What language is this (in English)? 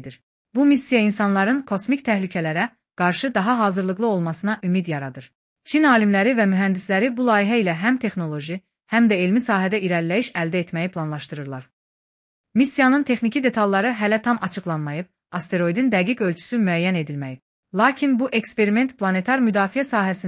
Azerbaijani